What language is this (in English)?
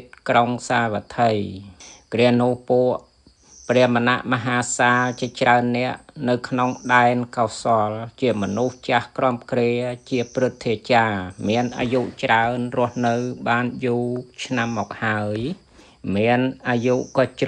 Khmer